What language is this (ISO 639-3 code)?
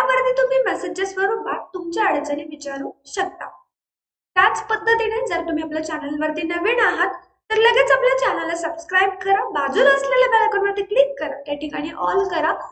mar